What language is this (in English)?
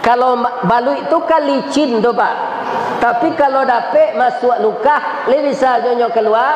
Minangkabau